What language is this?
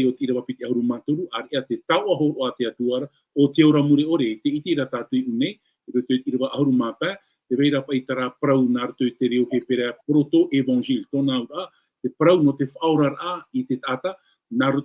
Tahitian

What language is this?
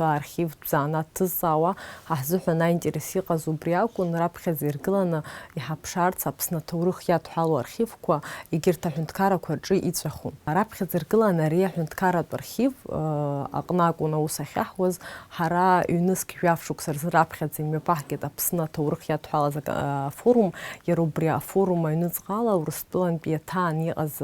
Abkhazian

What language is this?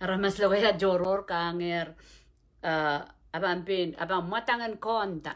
Pohnpeian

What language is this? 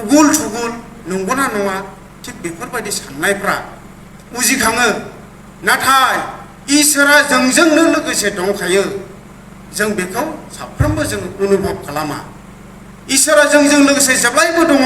Bodo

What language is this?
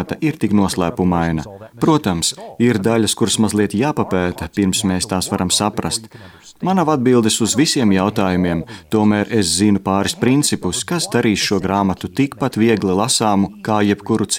Latvian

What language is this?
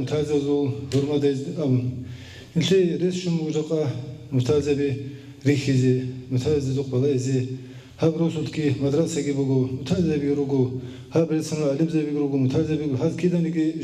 Avaric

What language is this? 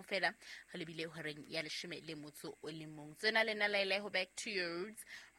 Southern Sotho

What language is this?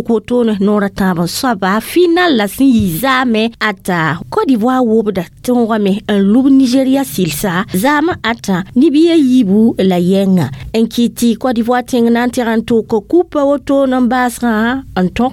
Mossi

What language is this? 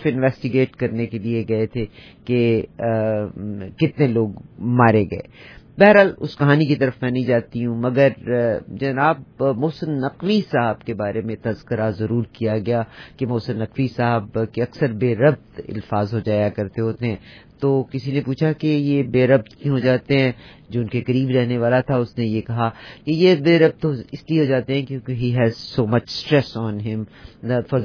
Urdu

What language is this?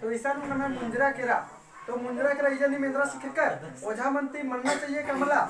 Kurukh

